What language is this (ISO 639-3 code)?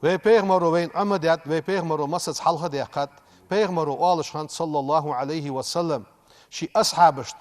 inh